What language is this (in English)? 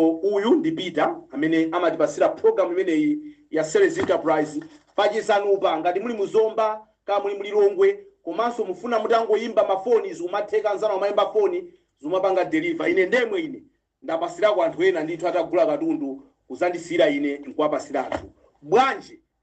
Nyanja